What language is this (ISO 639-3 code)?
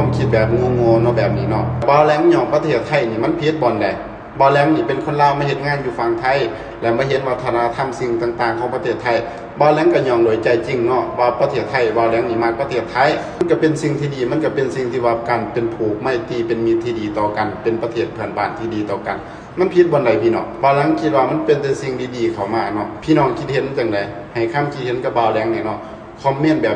lao